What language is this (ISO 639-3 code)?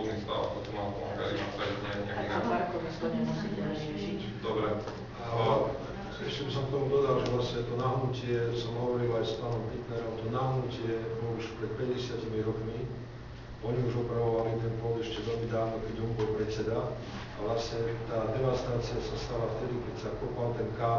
slk